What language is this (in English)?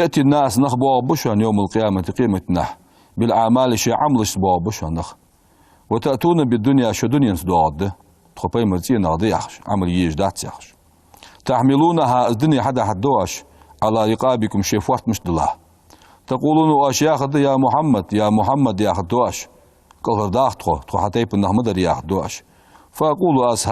Ingush